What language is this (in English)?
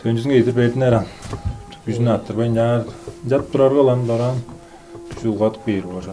Tuvinian